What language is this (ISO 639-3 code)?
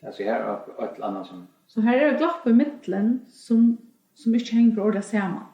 fao